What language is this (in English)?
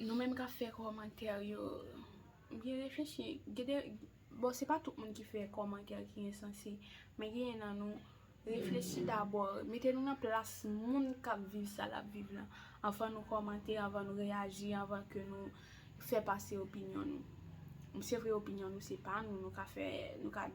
Haitian Creole